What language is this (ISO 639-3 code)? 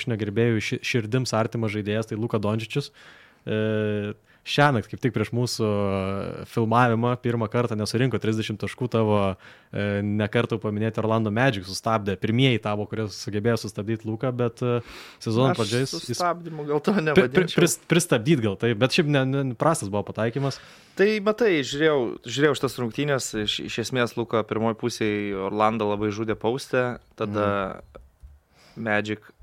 lit